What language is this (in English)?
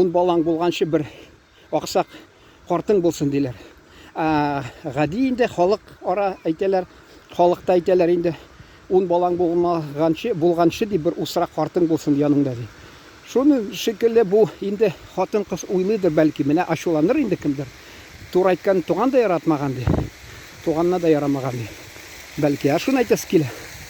Tatar